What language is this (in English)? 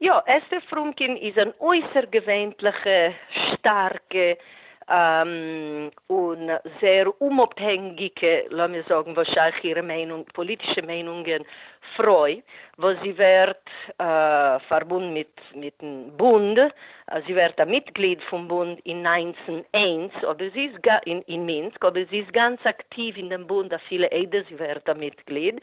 Yiddish